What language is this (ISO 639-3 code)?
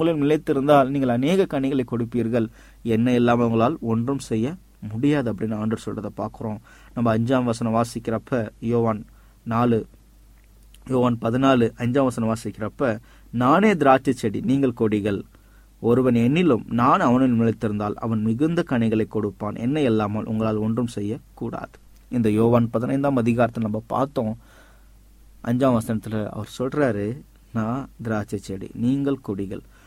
tam